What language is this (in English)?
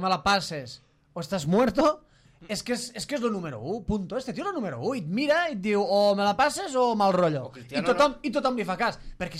Catalan